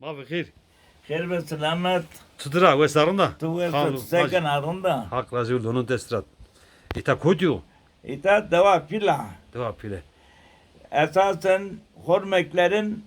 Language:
Zaza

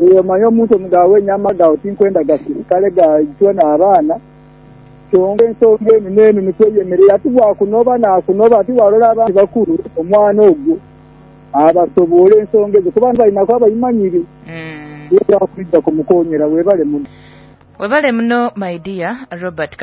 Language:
Nyoro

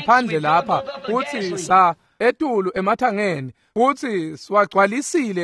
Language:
Swati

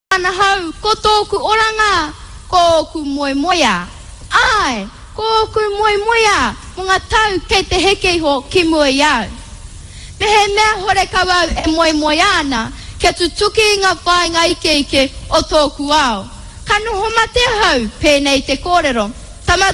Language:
Māori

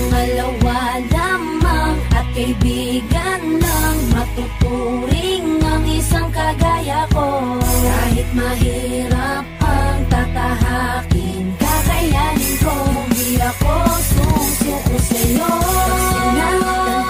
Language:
Filipino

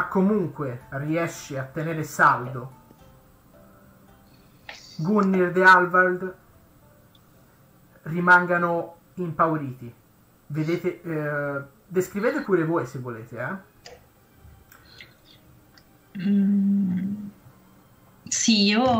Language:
Italian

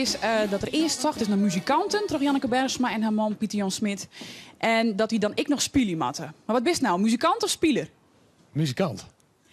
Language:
Western Frisian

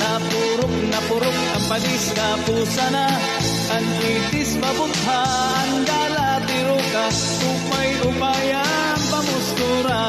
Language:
Waray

